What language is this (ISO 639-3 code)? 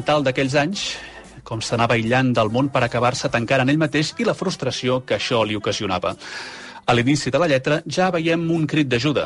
cat